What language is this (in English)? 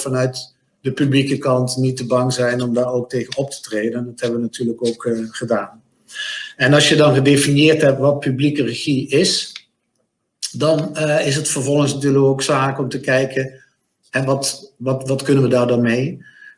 Dutch